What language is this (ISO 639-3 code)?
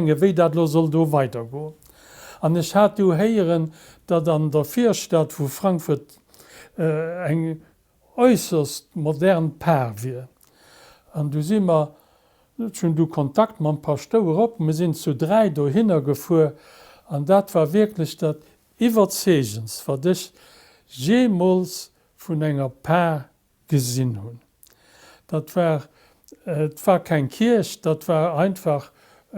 ltz